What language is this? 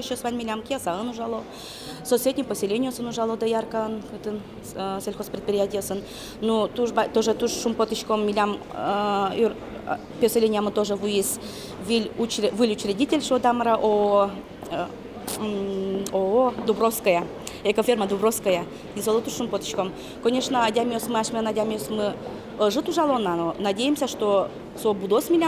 Udmurt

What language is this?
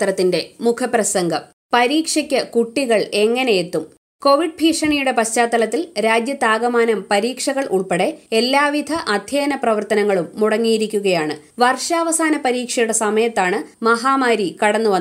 Malayalam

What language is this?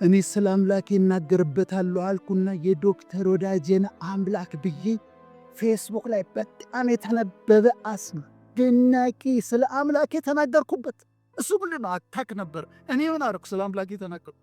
Amharic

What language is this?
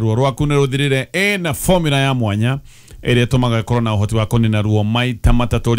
Kikuyu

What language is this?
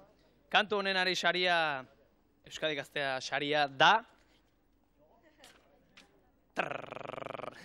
Basque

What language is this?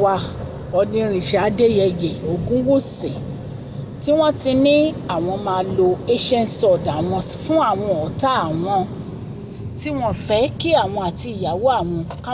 Yoruba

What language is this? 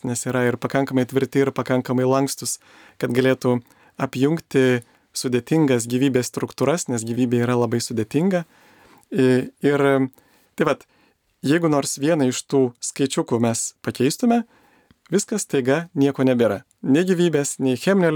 Lithuanian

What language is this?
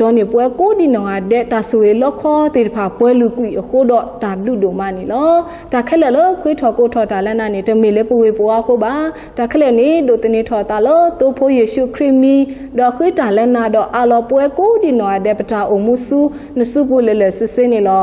S'gaw Karen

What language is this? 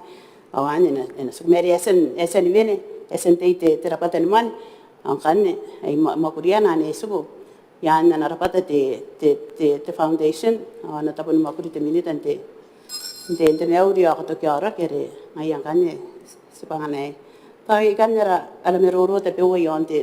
Gilbertese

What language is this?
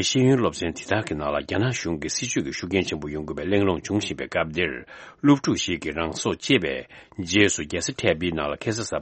Tibetan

